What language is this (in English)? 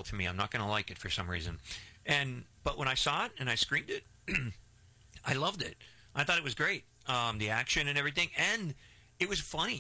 English